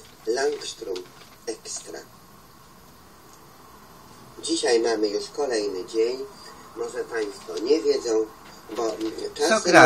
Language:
Polish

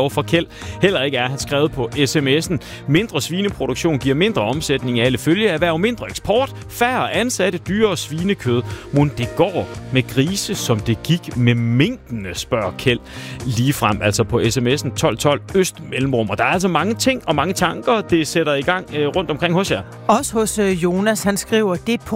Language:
Danish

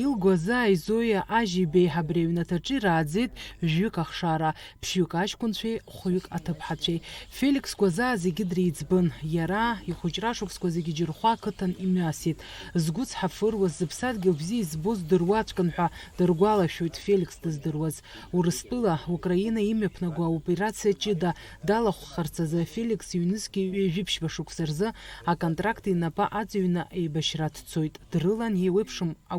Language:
Abkhazian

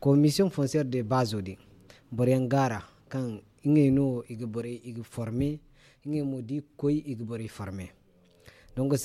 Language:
Zarma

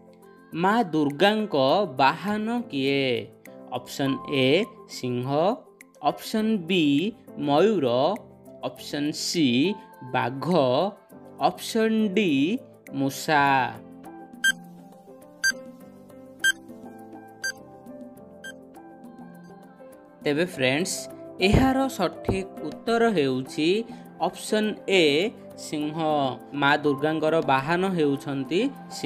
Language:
Odia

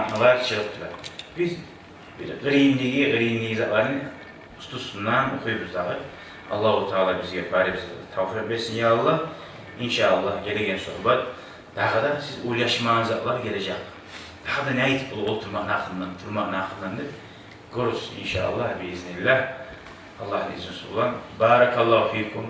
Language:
Kumyk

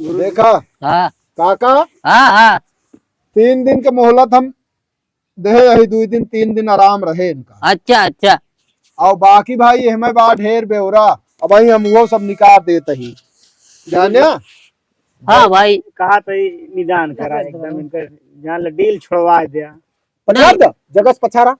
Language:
Awadhi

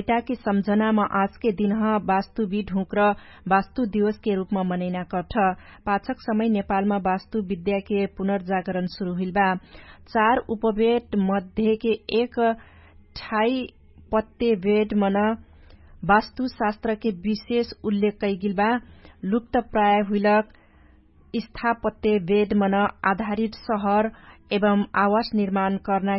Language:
Dangaura Tharu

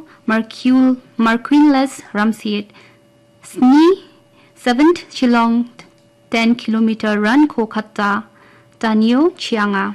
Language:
Garo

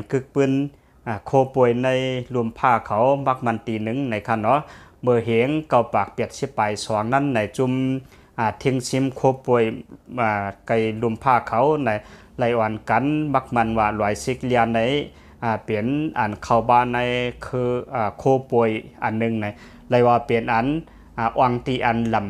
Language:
Shan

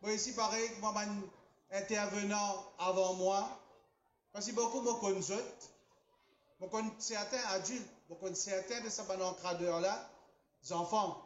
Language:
Morisyen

